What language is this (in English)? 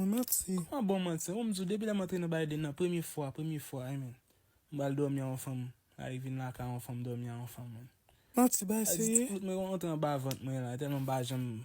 Haitian Creole